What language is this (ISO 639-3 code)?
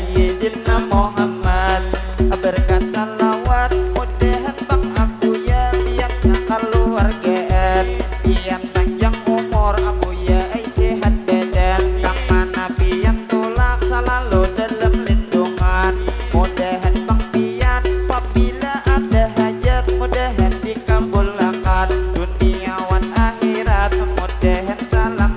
bjn